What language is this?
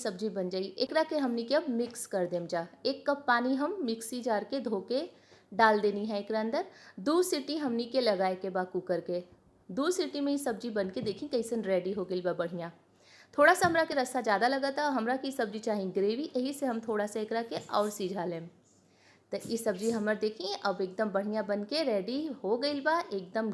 Bhojpuri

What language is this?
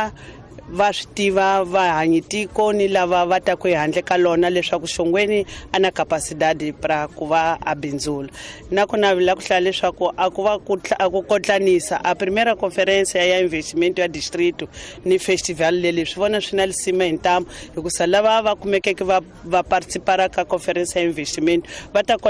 Tsonga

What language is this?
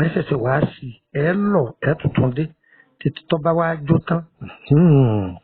Yoruba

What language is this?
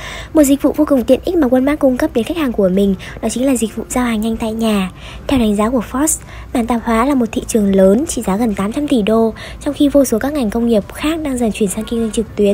Vietnamese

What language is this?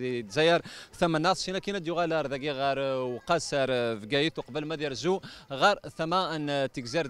Kabyle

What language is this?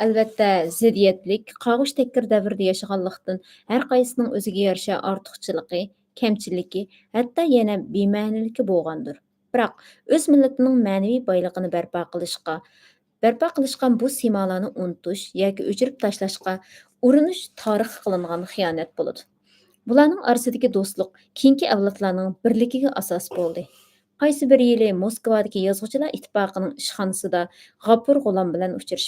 Uyghur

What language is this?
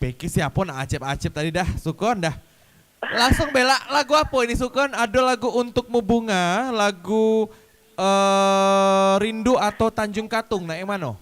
Musi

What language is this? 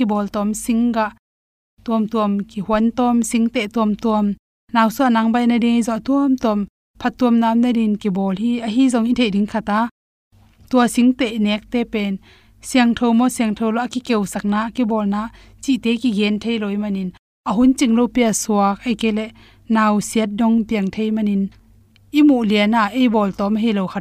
Tedim Chin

